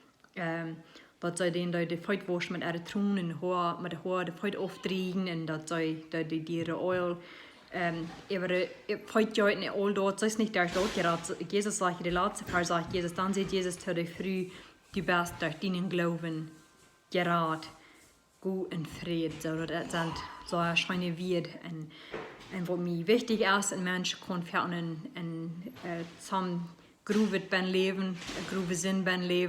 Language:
Plautdietsch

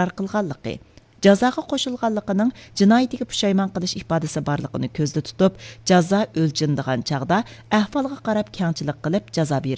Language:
Uyghur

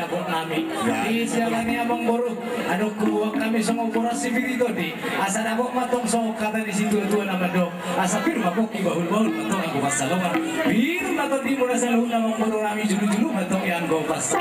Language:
Batak Toba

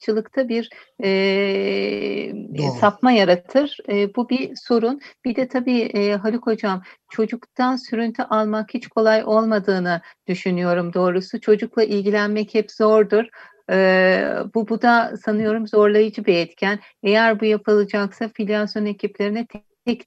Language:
Turkish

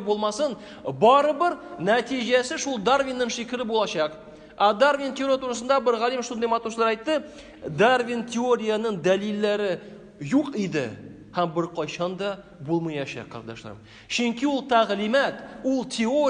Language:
Tatar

